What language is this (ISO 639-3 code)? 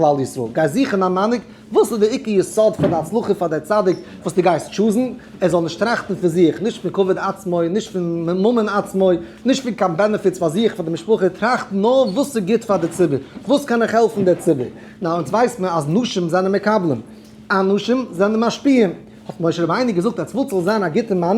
yid